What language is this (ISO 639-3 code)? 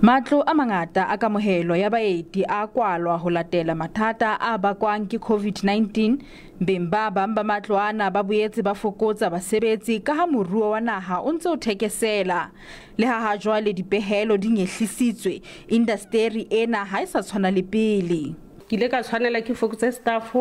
sot